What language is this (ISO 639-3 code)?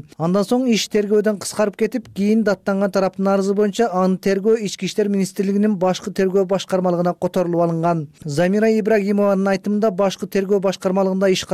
kir